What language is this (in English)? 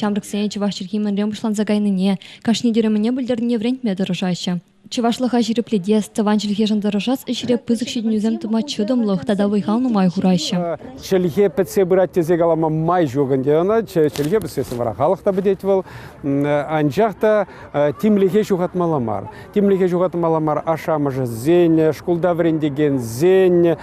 Chuvash